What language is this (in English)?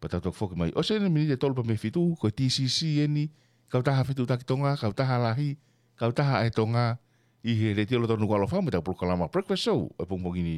Tongan